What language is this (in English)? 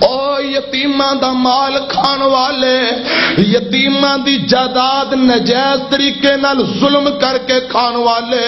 Western Panjabi